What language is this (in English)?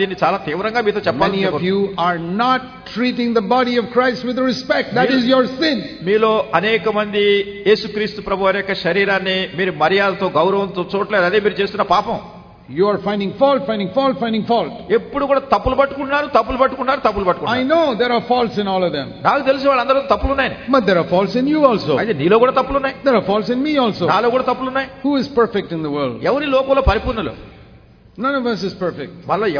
Telugu